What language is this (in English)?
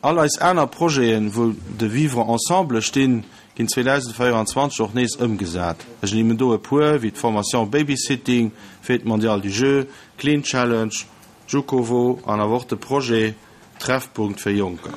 Luxembourgish